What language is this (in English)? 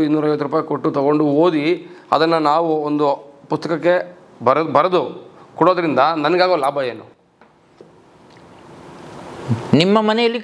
Kannada